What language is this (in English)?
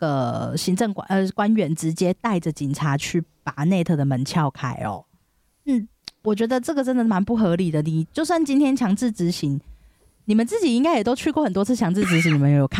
Chinese